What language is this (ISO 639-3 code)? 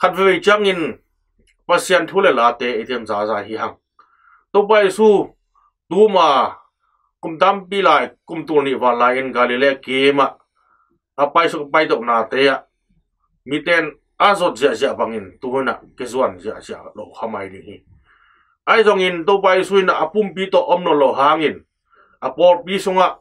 ctd